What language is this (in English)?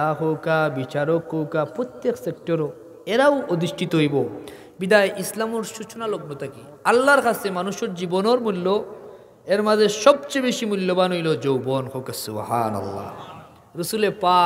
Sylheti